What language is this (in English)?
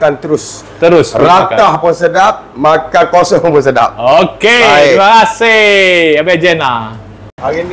Malay